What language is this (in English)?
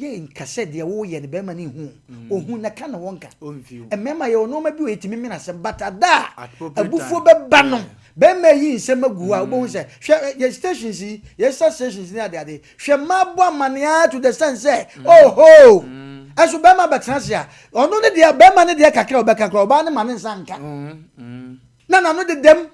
Akan